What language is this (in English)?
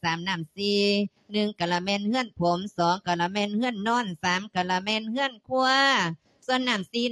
Lao